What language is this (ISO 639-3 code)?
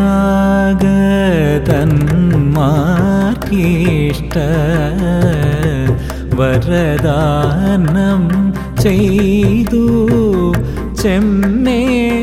mal